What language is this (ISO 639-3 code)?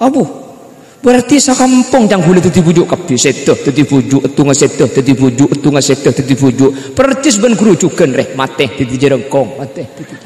mad